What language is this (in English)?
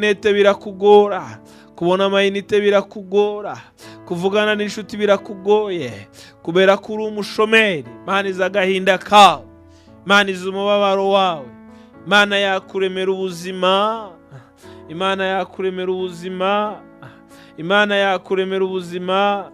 Kinyarwanda